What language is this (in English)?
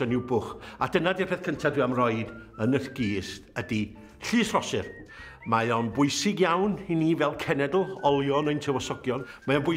Welsh